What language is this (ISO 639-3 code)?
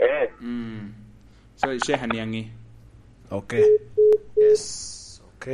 laj